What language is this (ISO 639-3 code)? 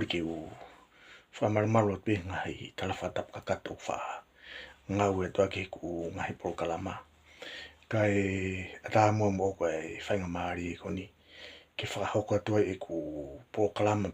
ton